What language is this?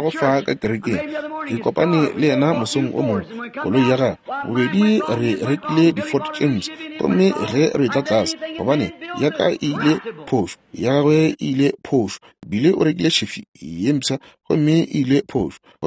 Northern Sotho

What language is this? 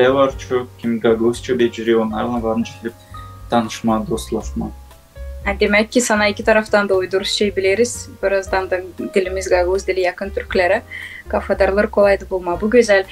Gagauz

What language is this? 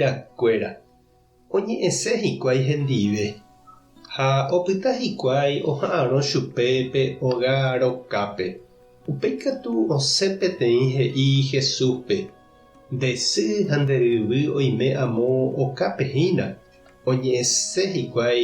Guarani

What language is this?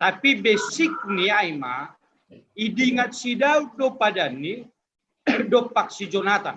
Batak Simalungun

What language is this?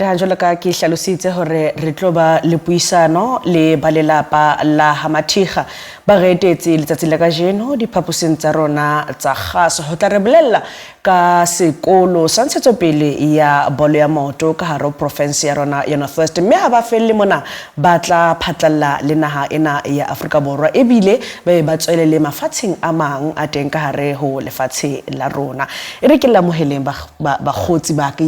Southern Sotho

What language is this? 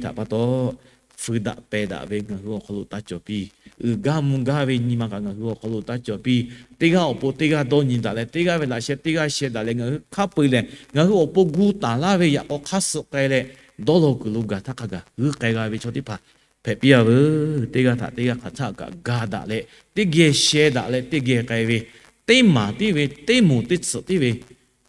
Lahu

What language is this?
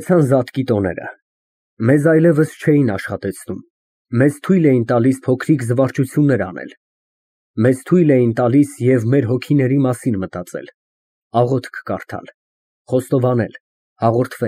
Armenian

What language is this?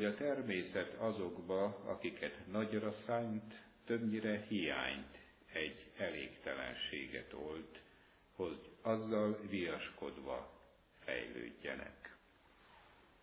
Hungarian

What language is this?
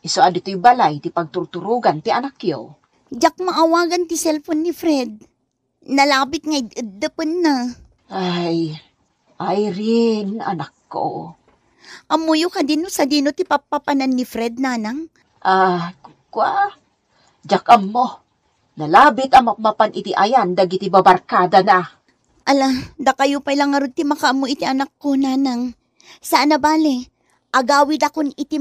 Iloko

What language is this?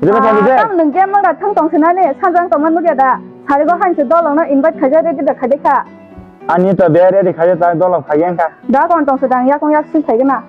Kok Borok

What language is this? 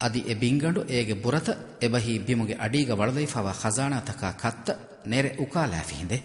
Divehi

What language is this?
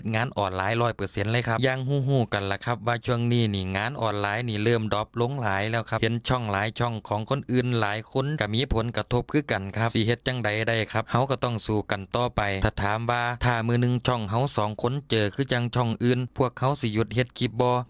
Northeastern Thai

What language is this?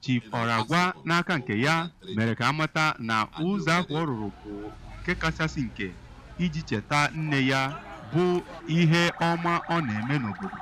Igbo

